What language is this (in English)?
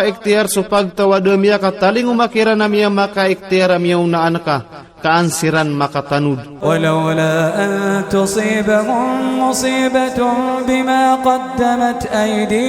Maranao